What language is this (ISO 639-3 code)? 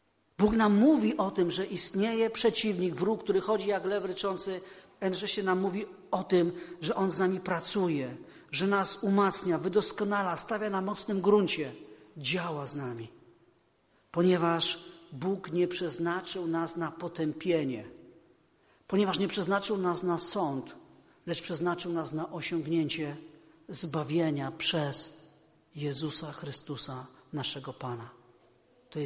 pol